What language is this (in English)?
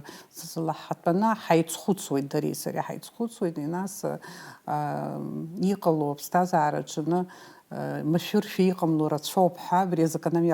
Abkhazian